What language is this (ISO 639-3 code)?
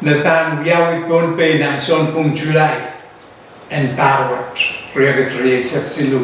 pon